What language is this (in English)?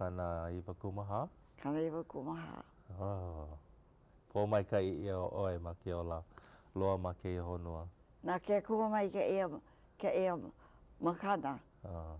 Hawaiian